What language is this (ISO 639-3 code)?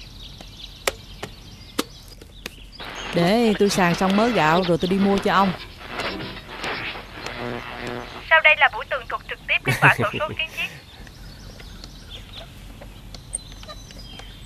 vie